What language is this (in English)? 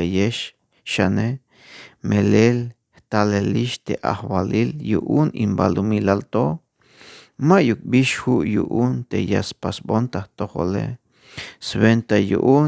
Tzeltal